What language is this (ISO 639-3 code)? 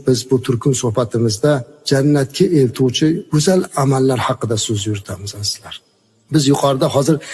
uzb